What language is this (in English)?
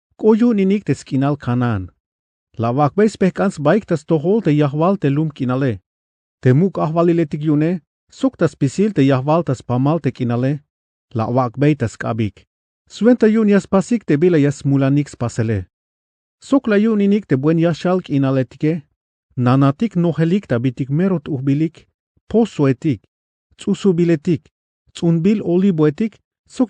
Tzeltal